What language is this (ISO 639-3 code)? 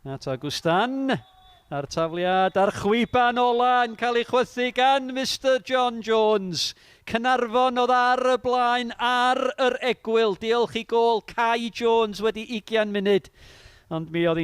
cym